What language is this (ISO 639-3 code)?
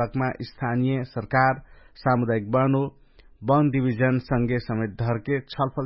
thl